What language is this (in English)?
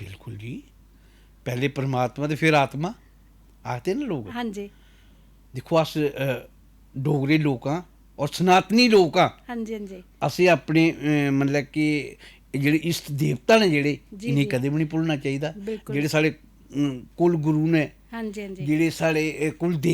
Dogri